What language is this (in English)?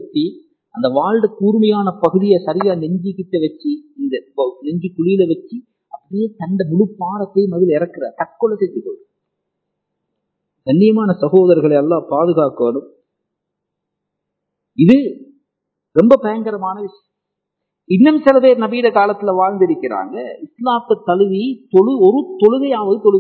Tamil